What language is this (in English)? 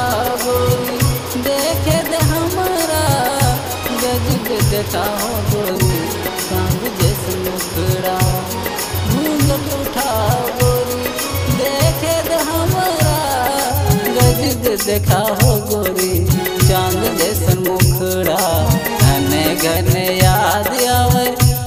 Bhojpuri